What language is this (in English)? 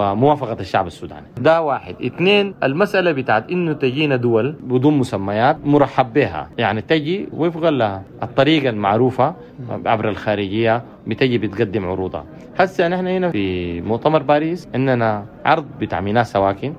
Sudanese Arabic